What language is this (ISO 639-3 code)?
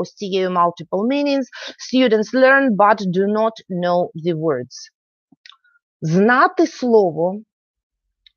ukr